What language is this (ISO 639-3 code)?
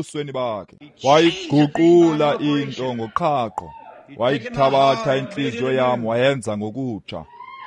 xho